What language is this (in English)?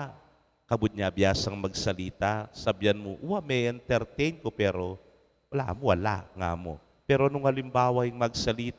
Pampanga